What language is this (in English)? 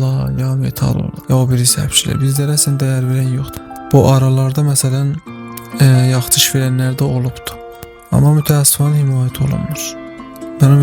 South Azerbaijani